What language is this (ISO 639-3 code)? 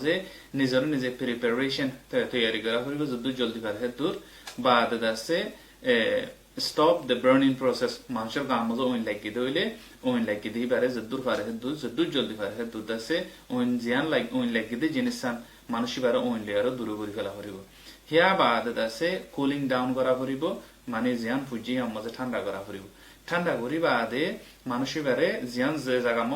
rhg